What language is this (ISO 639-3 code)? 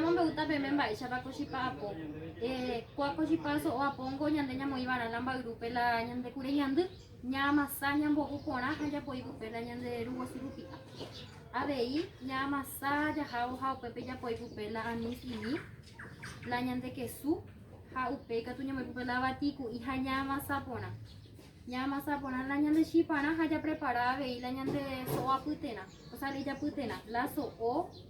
grn